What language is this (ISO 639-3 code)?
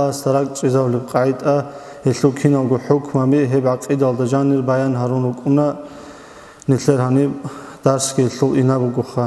ava